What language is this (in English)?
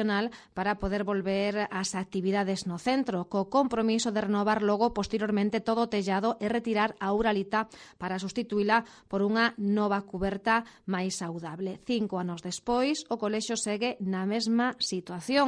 Galician